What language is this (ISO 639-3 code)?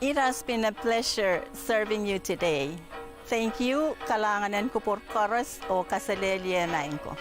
pon